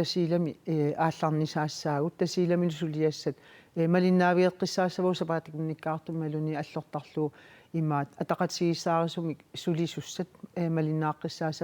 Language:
Kalaallisut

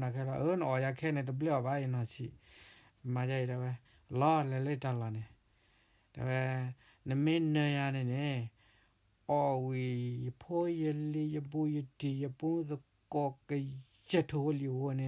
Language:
S'gaw Karen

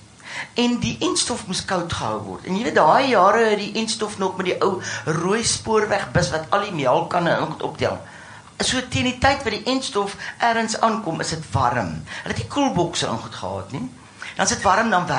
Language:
Afrikaans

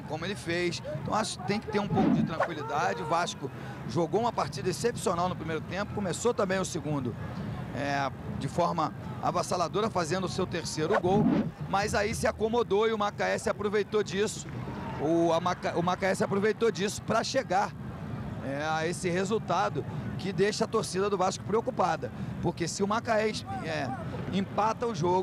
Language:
Portuguese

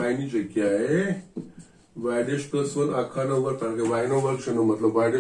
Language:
Gujarati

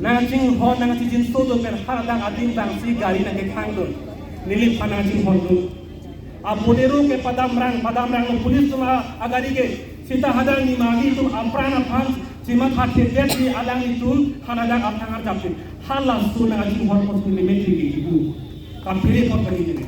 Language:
Karbi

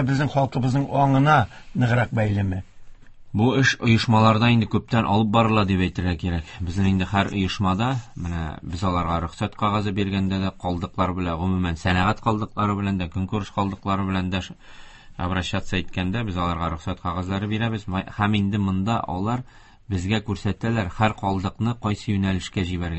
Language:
Tatar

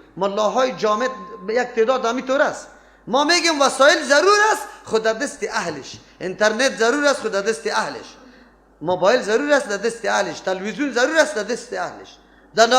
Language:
Persian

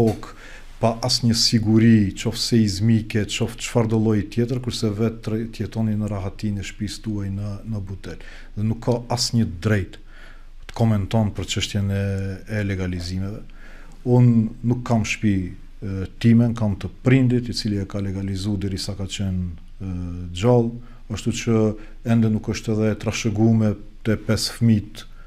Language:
Albanian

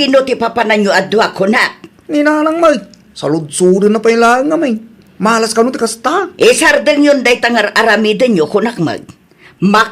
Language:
Iloko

